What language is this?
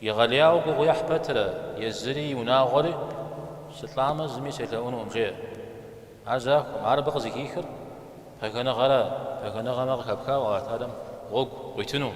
Kabardian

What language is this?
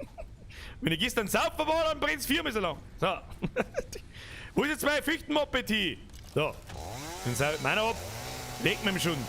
Bavarian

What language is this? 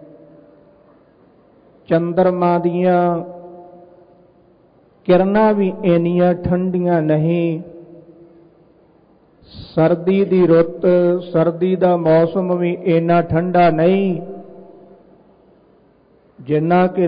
Punjabi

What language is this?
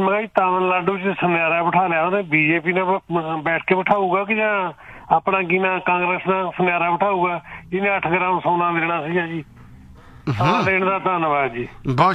Punjabi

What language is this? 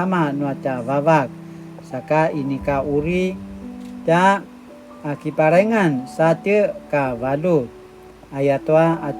Paiwan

